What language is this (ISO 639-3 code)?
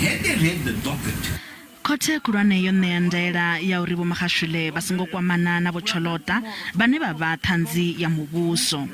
ven